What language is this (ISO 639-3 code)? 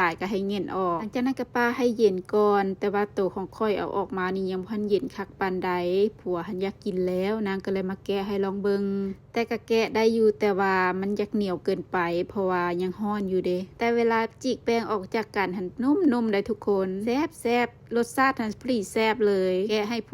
lao